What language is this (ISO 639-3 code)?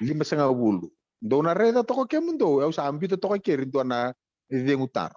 fij